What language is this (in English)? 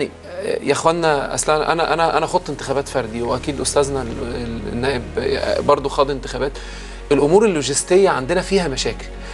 Egyptian Arabic